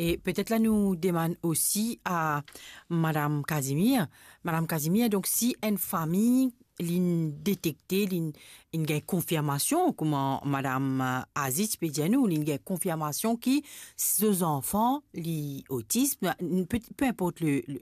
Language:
Morisyen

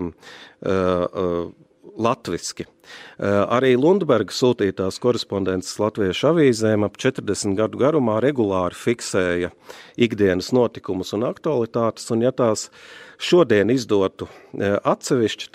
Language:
Latvian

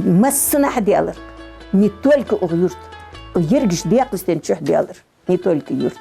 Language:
Ingush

